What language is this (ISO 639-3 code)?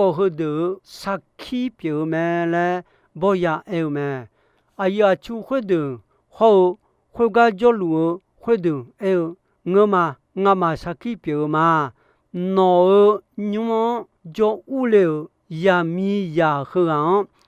ahk